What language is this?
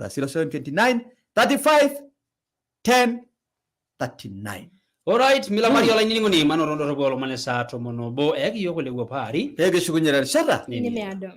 Masai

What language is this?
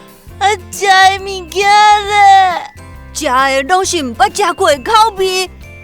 Min Nan Chinese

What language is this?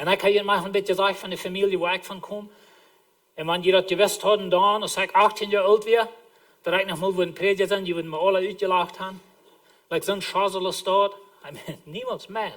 Plautdietsch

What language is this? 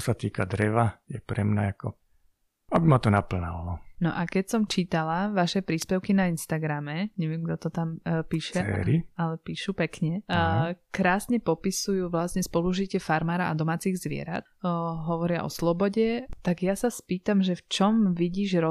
Slovak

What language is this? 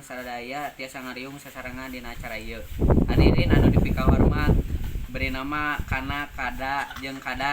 Sundanese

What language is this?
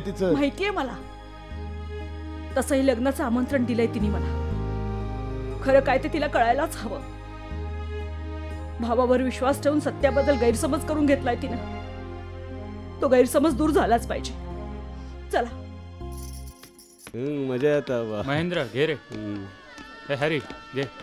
Marathi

